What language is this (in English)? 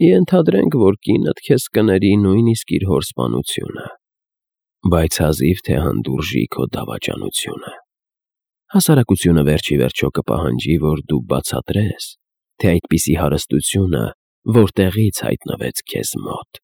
Armenian